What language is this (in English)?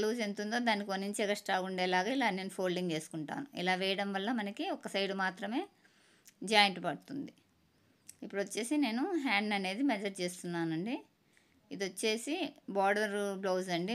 Telugu